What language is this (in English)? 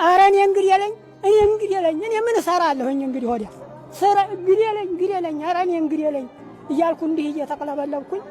Amharic